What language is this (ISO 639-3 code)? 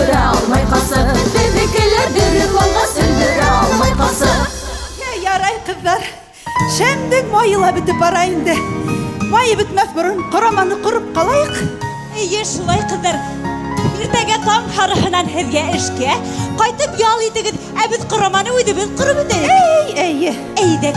bak